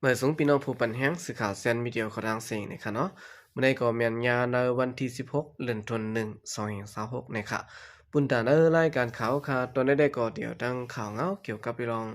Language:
Shan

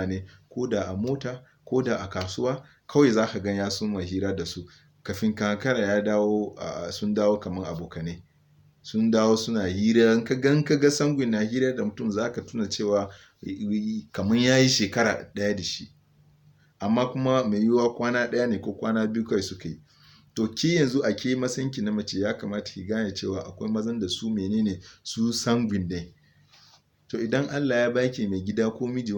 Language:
Hausa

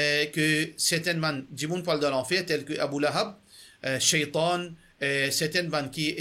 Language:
Morisyen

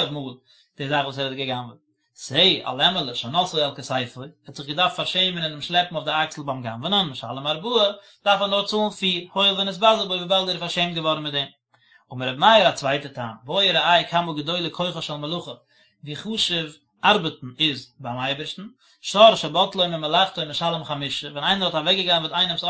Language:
Yiddish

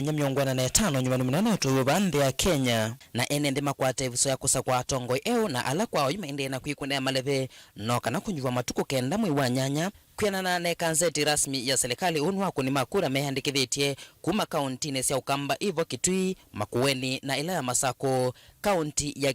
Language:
Kamba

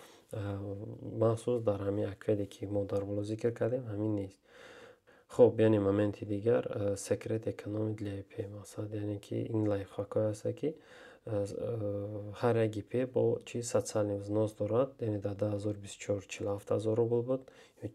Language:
Tajik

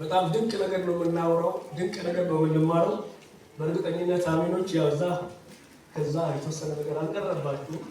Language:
Amharic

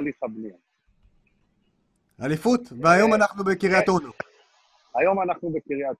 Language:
Hebrew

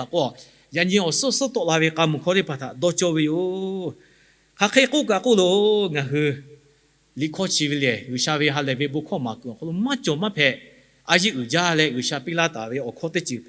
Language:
Lahu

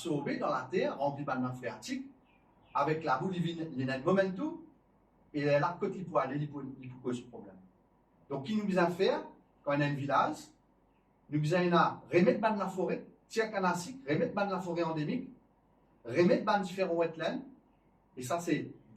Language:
Morisyen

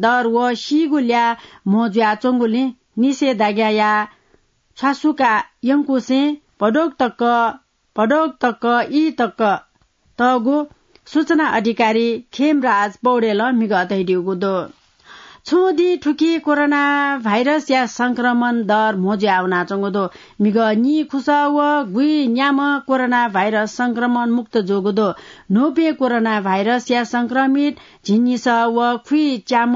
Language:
Newari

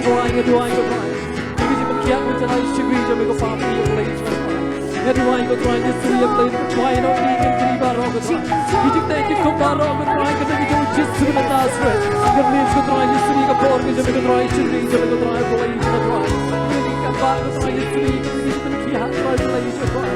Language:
Khasi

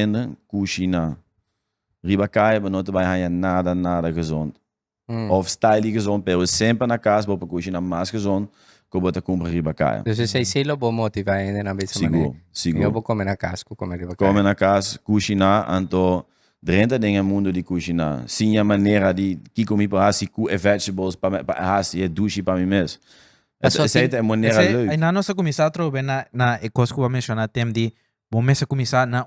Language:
Papiamento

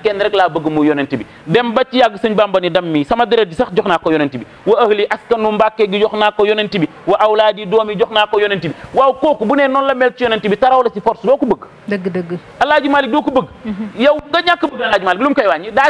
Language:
Wolof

